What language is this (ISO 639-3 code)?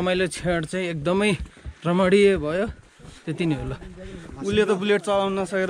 nep